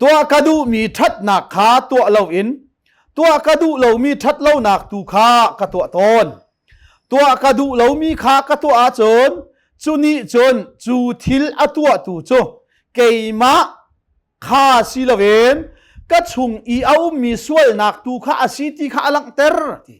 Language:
Hakha Chin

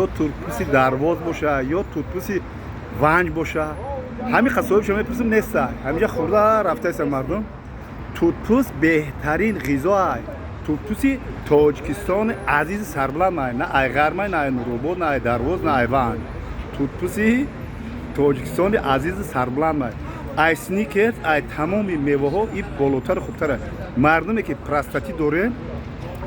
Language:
Tajik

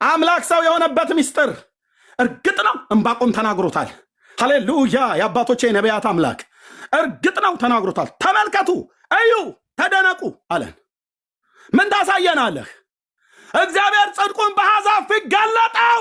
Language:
Amharic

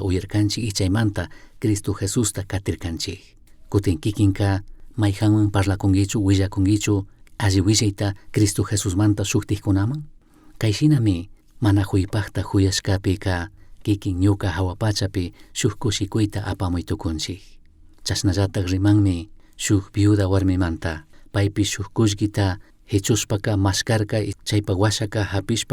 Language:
Chimborazo Highland Quichua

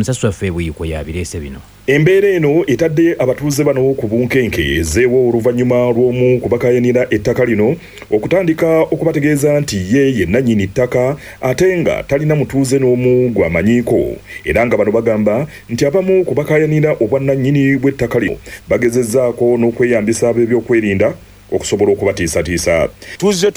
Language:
Ganda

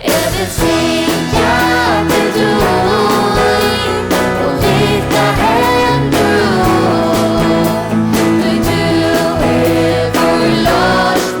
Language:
Faroese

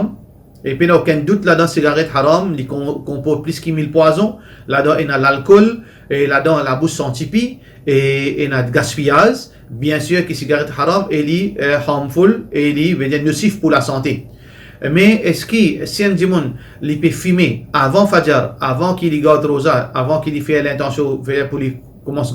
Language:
Morisyen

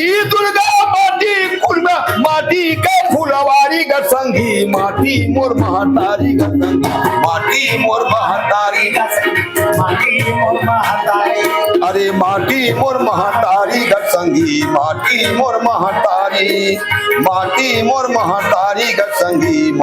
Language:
Chhattisgarhi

